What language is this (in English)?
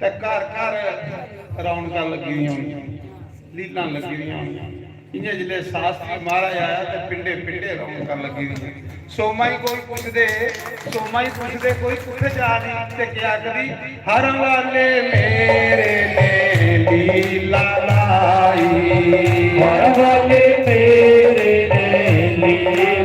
Dogri